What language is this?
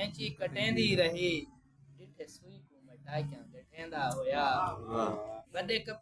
Saraiki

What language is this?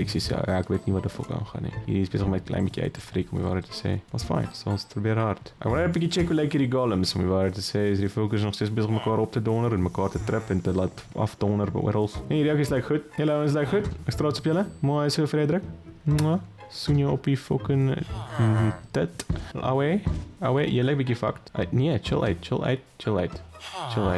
Afrikaans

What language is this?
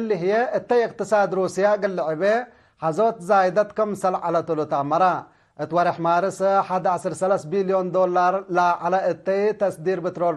Tigre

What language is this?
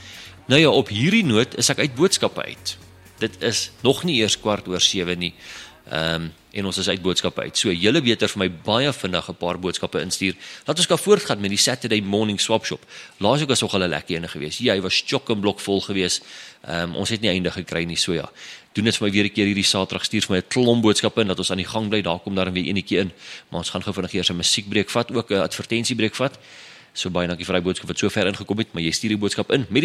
Afrikaans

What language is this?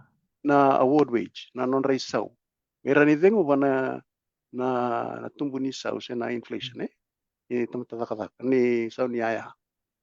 Fijian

